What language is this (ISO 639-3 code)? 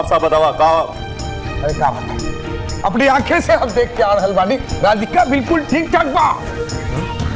bho